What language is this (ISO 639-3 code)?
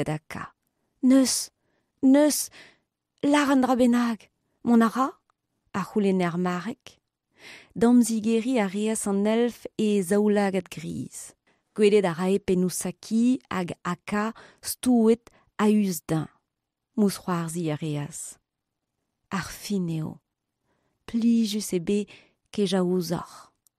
bre